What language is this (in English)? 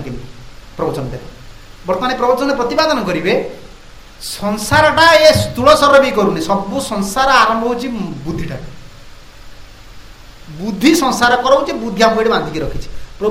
Odia